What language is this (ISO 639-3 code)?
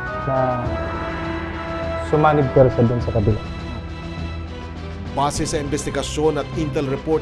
fil